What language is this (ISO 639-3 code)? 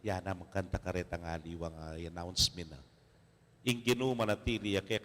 pam